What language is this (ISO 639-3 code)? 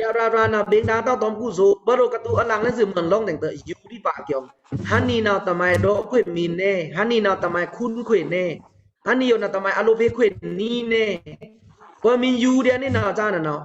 blk